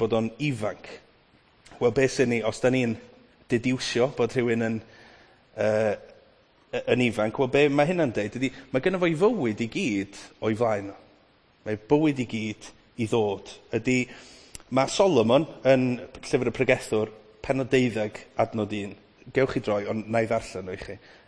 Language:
Welsh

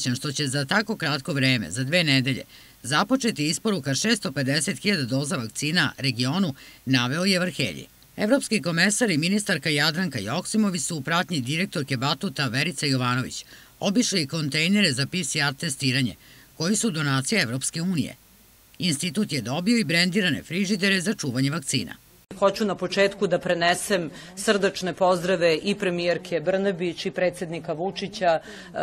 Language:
Serbian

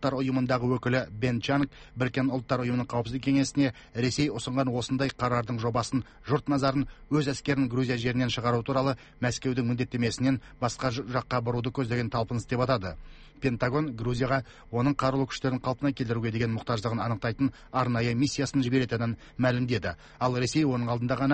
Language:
Kazakh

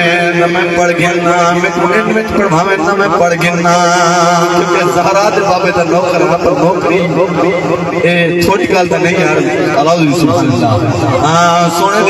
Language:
Saraiki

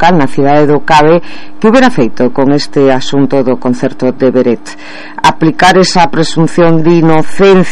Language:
Galician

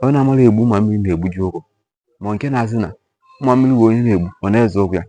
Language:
Igbo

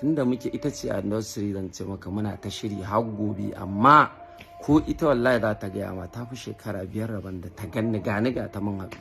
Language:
Hausa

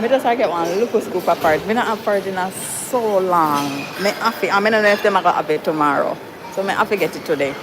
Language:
Jamaican Creole English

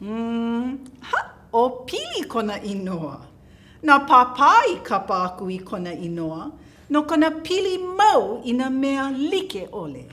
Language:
Hawaiian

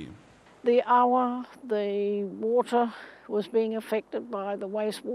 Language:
Māori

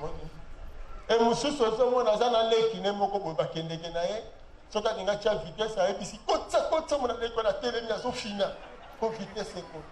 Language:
Lingala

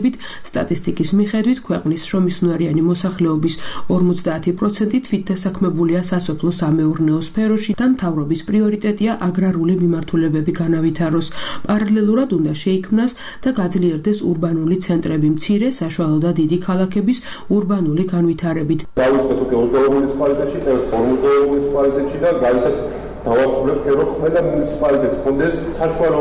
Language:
Georgian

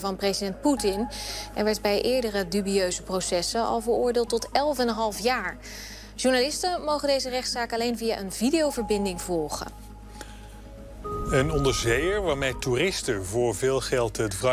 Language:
Dutch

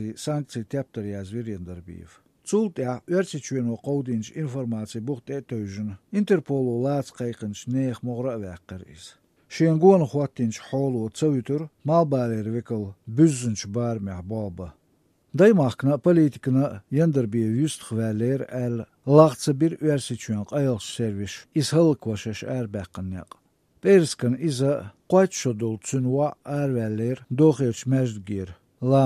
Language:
Chechen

